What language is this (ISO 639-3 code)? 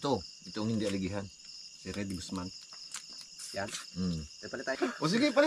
fil